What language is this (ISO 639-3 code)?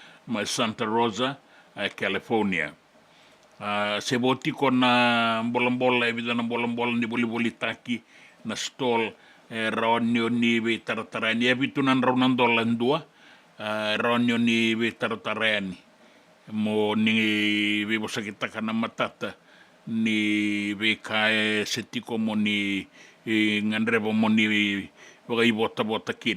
fij